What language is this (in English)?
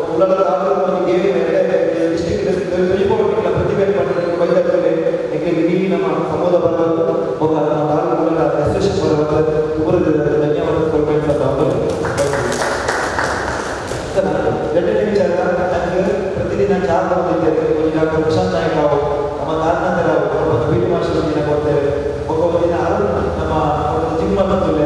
Kannada